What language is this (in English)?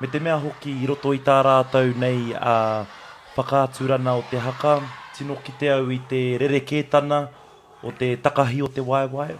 Māori